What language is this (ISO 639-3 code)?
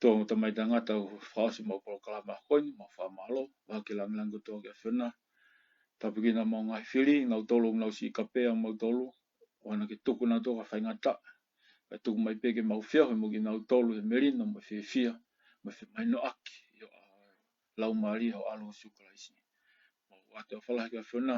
ton